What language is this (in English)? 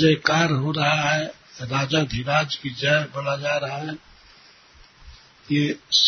Hindi